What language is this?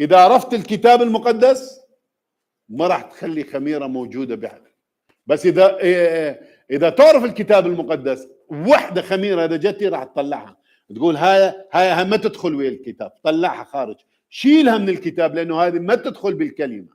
Mesopotamian Arabic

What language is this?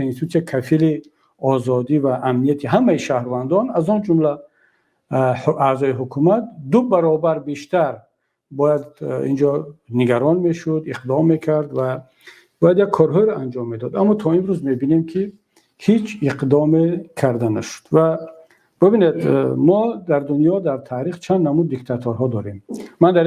Tajik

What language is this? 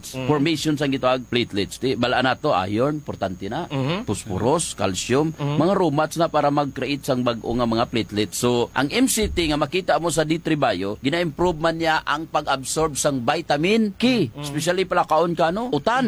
Hiligaynon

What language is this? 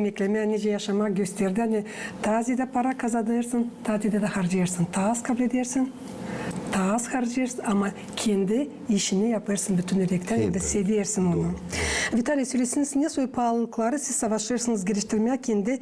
Gagauz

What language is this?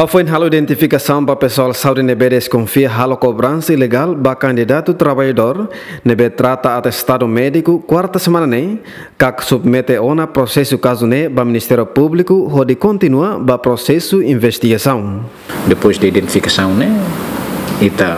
Tetum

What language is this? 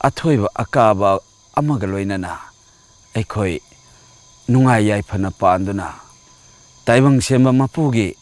Manipuri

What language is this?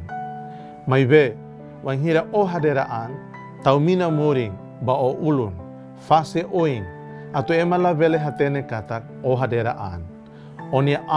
Tetum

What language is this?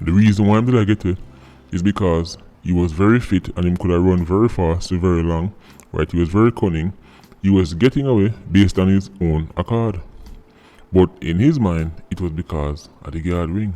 Jamaican Creole English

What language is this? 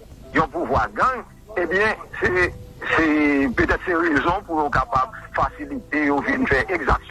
Haitian Creole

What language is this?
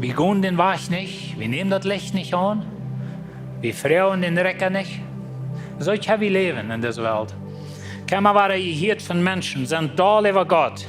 Plautdietsch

